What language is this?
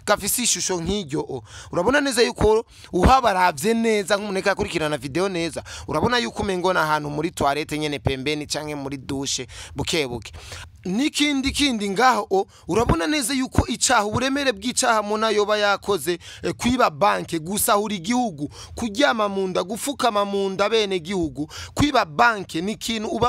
Rundi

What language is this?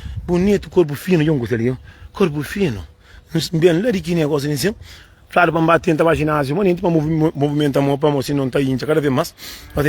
Kabuverdianu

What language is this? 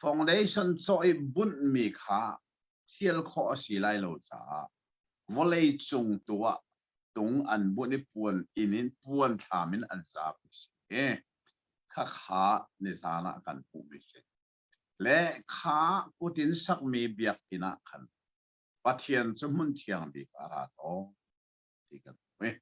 Hakha Chin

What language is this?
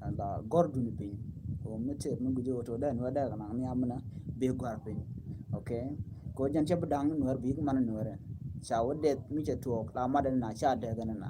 Nuer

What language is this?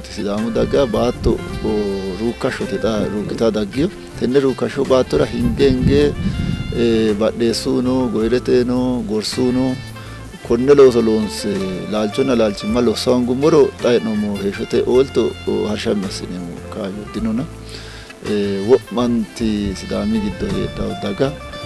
Sidamo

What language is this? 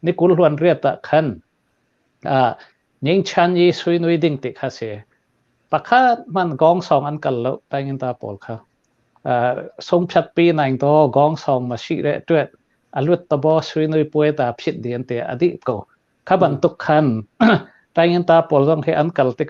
Hakha Chin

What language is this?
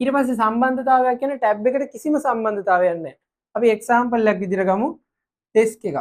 Sinhala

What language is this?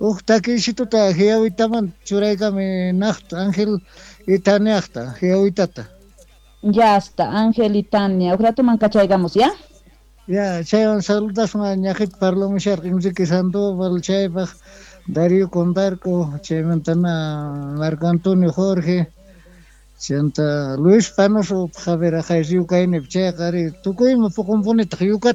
Quechua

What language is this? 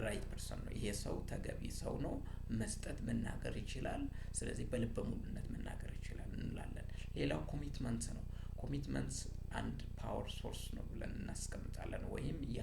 Amharic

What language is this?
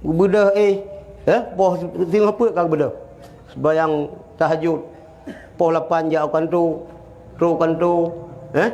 Achinese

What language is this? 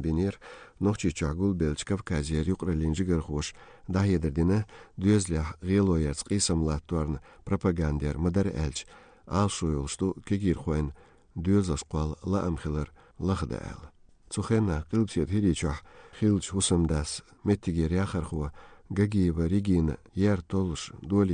Chechen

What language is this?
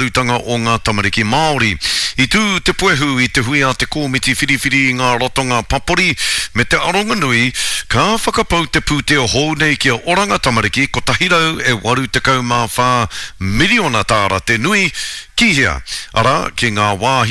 Māori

